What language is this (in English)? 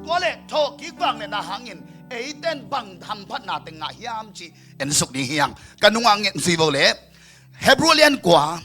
Tedim Chin